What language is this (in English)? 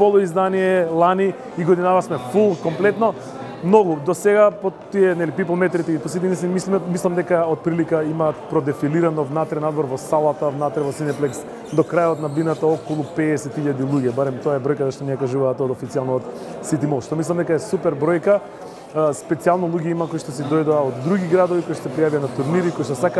Macedonian